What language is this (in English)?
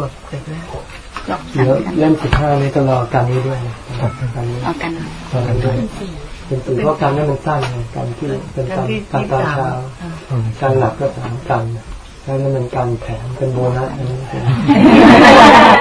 Thai